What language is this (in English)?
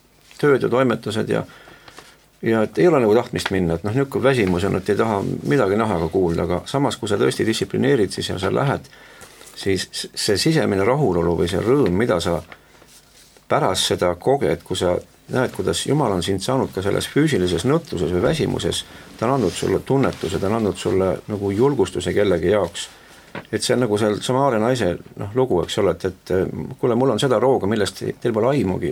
Estonian